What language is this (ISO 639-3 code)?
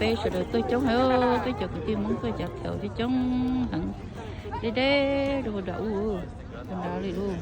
hmn